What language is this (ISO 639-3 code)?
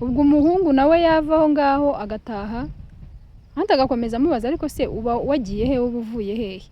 kin